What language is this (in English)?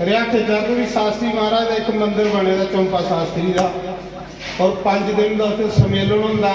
Dogri